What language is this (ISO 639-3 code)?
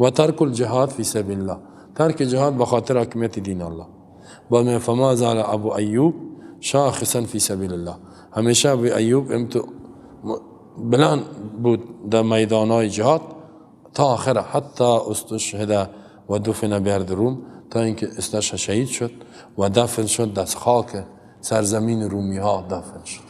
fas